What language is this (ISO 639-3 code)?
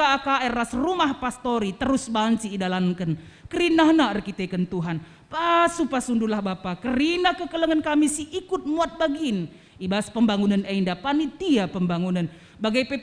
btx